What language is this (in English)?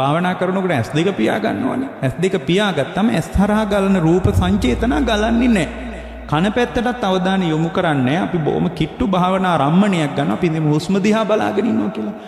Sinhala